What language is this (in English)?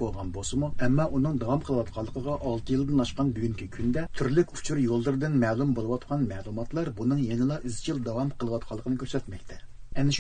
Uyghur